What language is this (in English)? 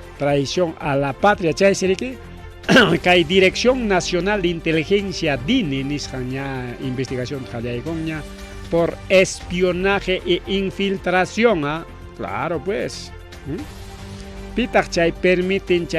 Ayacucho Quechua